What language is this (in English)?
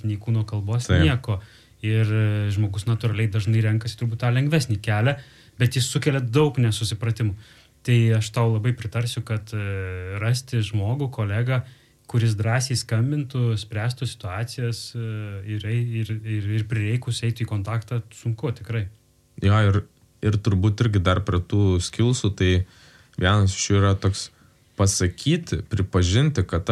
Lithuanian